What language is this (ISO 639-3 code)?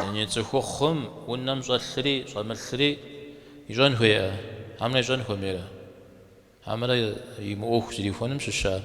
kbd